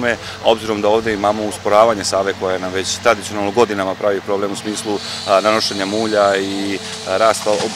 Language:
Serbian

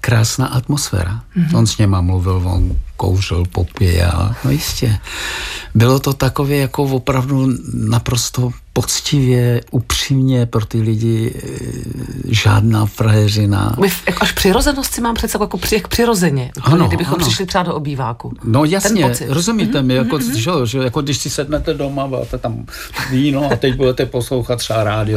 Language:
Czech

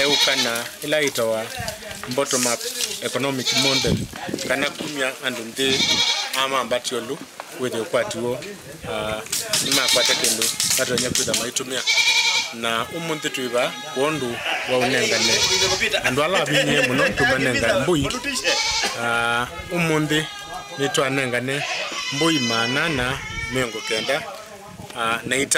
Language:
Kamba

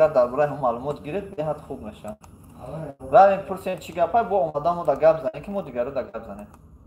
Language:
Tajik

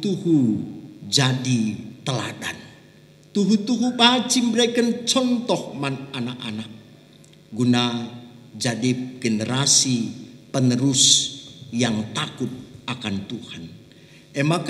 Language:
Batak Karo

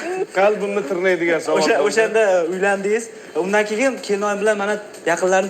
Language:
Uzbek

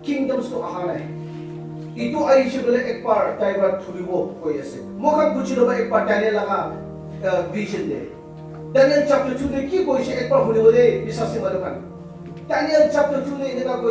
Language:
Naga Pidgin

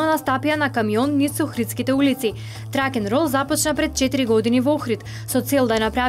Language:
Macedonian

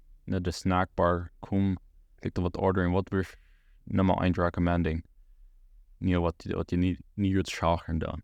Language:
Plautdietsch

